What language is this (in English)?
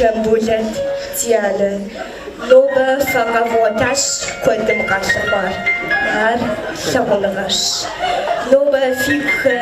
Kabardian